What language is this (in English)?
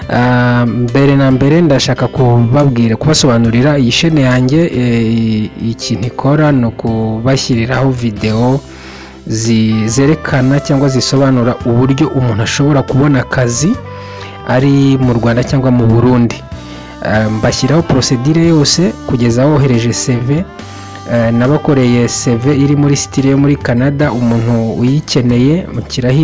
Kinyarwanda